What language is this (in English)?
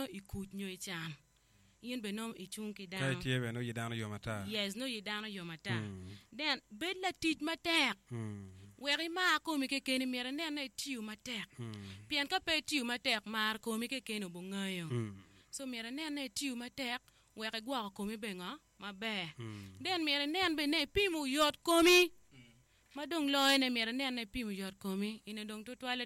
Acoli